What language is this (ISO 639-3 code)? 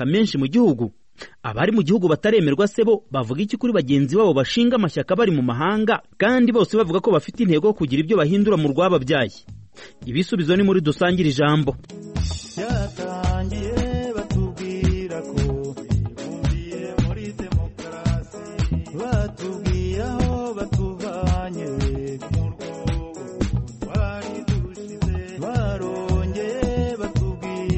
kin